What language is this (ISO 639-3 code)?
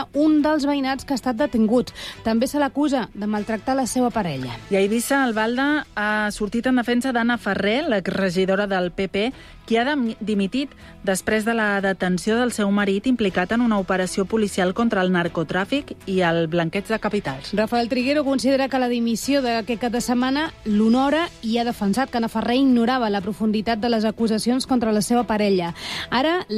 cat